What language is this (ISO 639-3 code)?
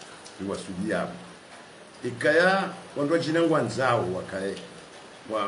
swa